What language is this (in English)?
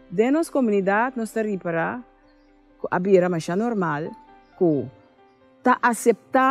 Papiamento